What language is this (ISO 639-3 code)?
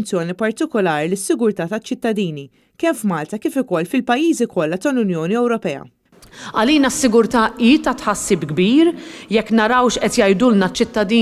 mlt